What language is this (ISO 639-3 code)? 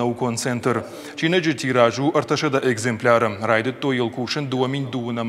oss